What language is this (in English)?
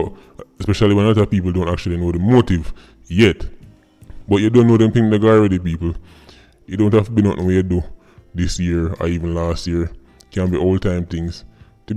Jamaican Creole English